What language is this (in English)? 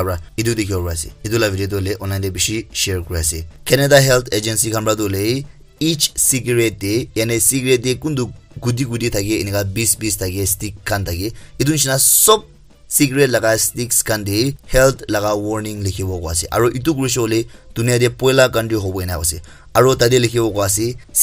Naga Pidgin